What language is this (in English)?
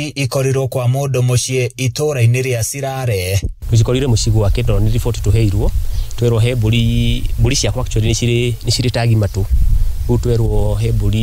Kikuyu